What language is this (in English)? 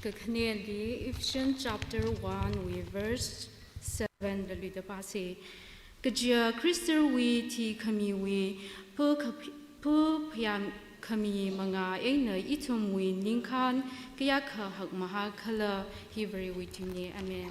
Tangkhul Naga (India)